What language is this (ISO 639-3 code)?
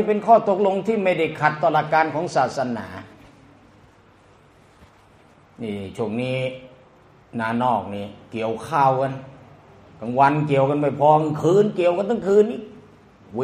tha